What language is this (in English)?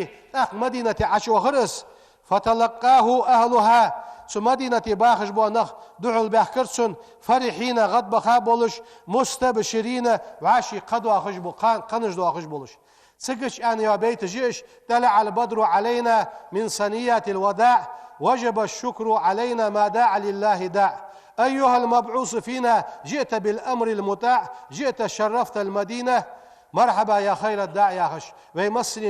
Ingush